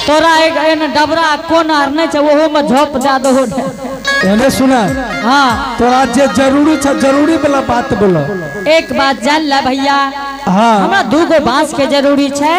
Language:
Angika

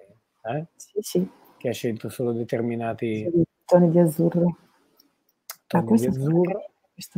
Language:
Italian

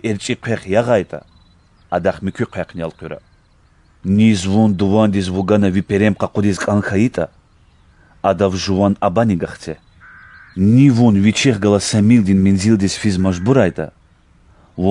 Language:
Lezghian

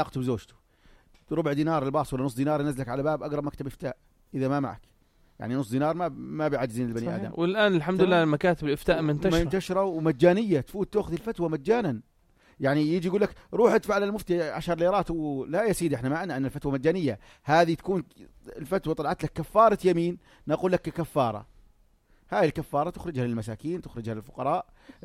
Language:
North Levantine Arabic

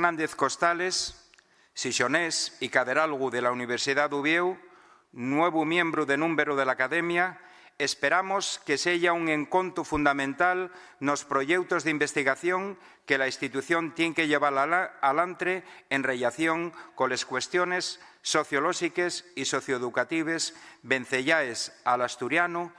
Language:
Asturian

